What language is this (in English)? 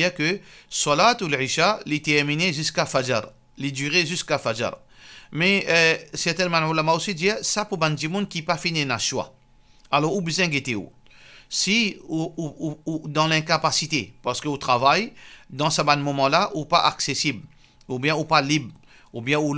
Morisyen